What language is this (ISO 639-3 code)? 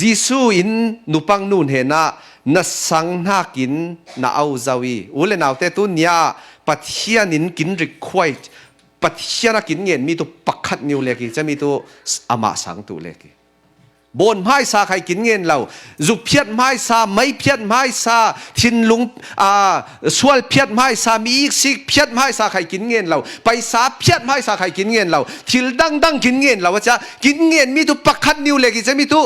cfm